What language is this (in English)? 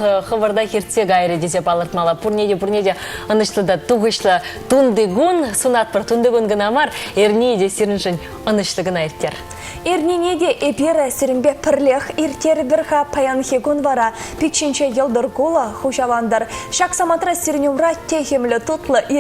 Chuvash